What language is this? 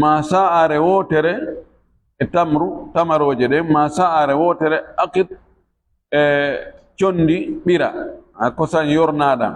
Fula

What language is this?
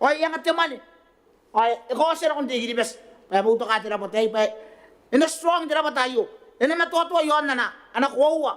Gilbertese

